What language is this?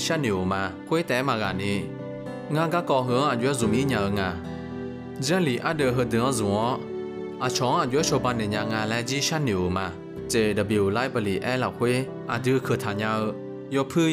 Akha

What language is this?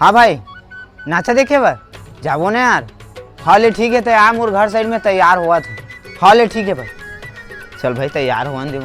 Chhattisgarhi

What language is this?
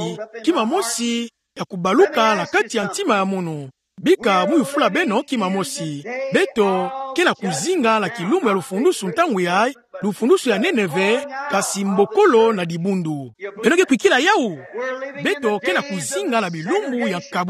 Kituba (Democratic Republic of Congo)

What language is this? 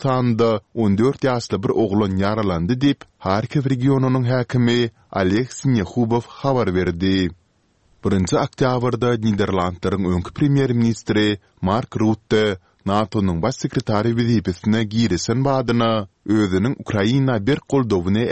Turkmen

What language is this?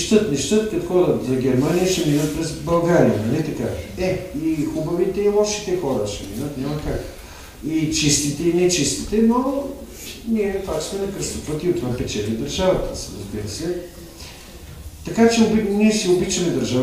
Bulgarian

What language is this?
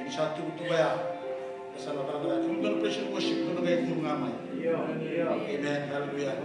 Fijian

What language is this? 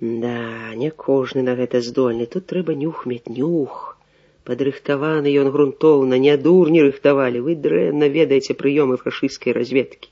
Belarusian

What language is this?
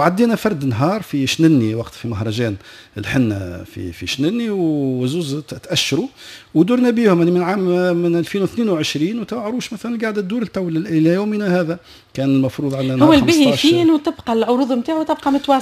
Tunisian Arabic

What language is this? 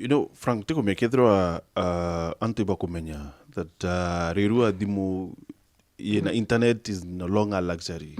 Meru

